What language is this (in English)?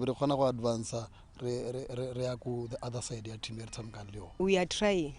Tswana